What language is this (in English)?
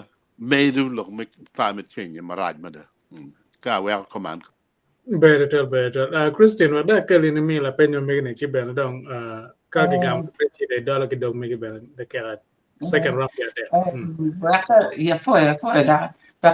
Acoli